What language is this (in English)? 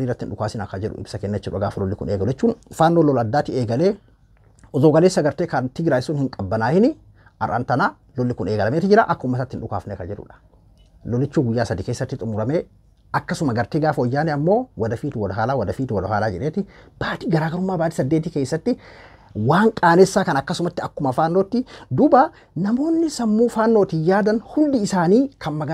Oromo